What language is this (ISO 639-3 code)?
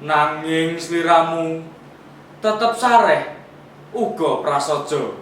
jav